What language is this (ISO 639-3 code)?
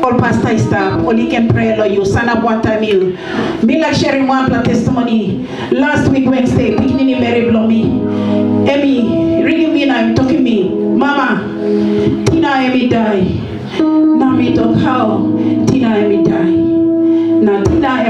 tpi